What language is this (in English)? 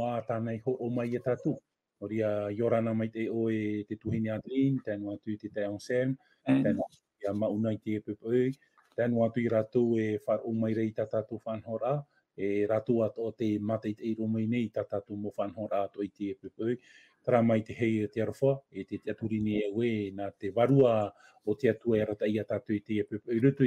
Tahitian